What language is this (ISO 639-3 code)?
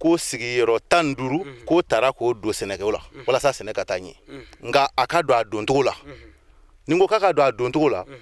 bam